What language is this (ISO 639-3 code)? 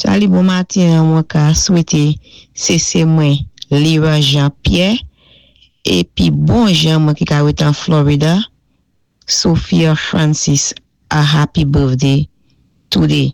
acf